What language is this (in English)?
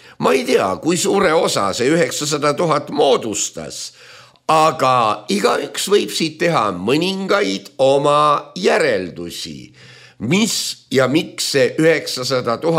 Estonian